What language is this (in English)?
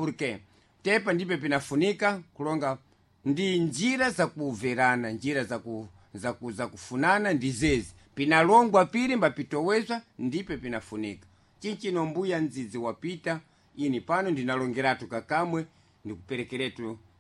Sena